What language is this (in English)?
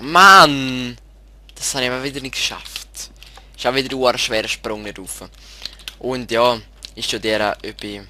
Swiss German